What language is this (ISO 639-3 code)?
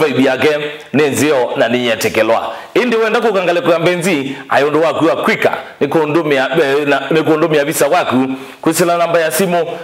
kam